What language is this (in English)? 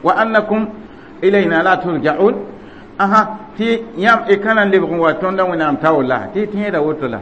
Mossi